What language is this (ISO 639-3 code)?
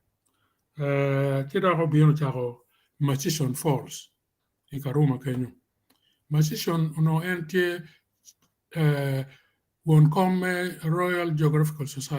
ach